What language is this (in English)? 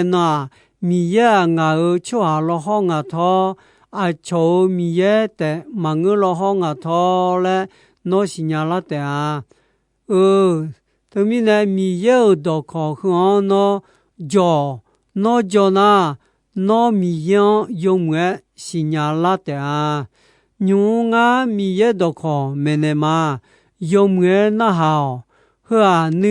Akha